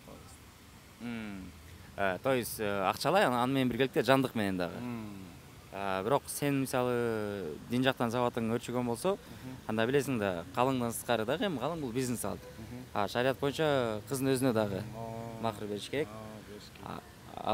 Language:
Kyrgyz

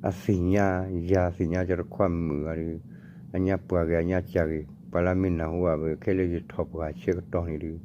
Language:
S'gaw Karen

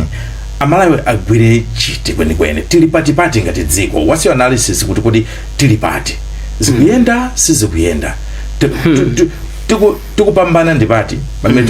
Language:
Nyanja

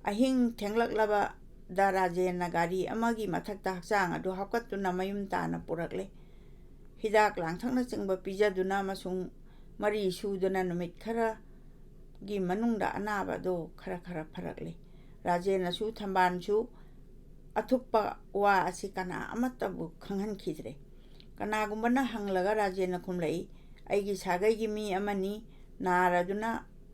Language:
Manipuri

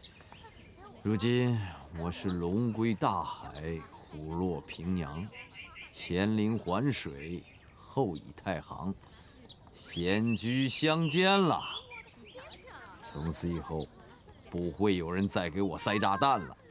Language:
Chinese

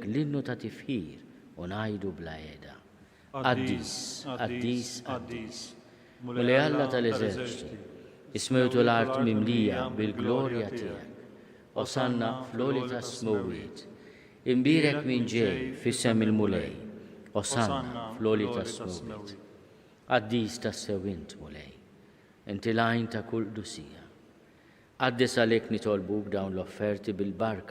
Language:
Maltese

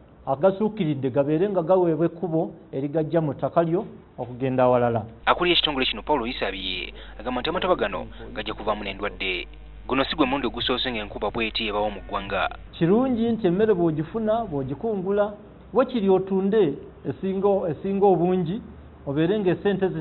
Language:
Ganda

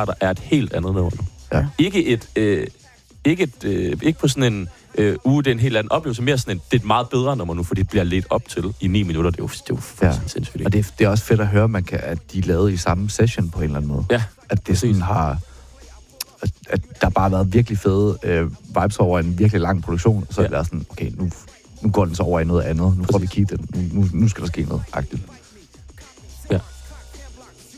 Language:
Danish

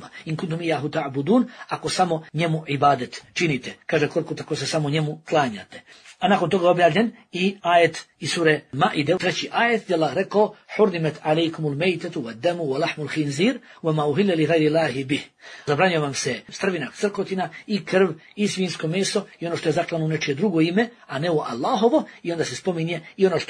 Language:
Bosnian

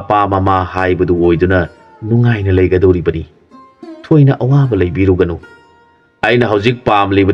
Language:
Manipuri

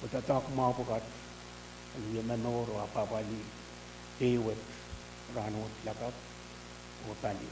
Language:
Pohnpeian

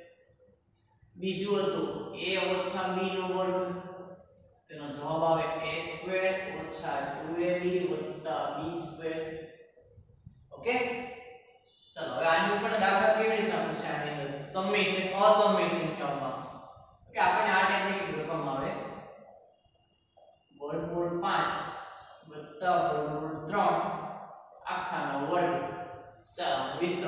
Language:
Gujarati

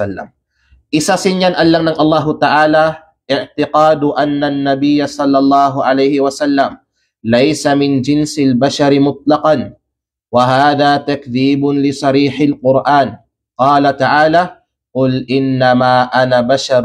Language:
Kalagan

